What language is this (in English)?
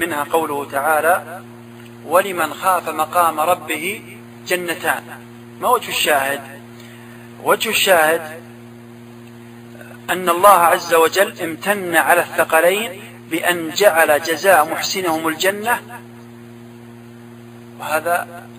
Arabic